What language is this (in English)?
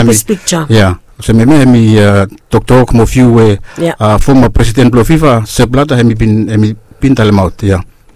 Bislama